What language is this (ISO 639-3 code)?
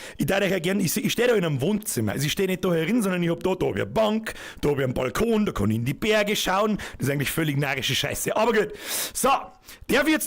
bar